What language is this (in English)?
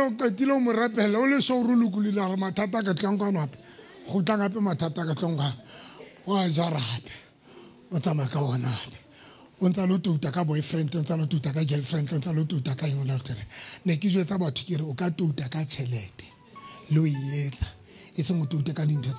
Southern Sotho